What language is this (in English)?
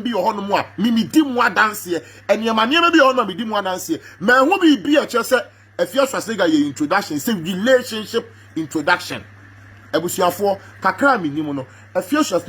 Akan